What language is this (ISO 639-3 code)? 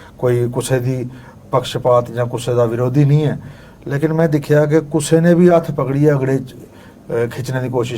doi